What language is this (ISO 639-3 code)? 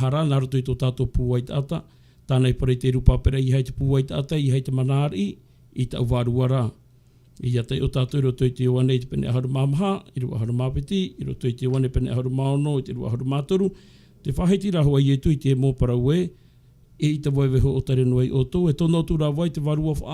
tah